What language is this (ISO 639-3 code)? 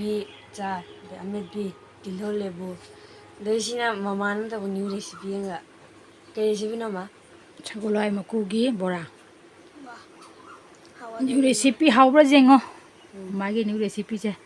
mni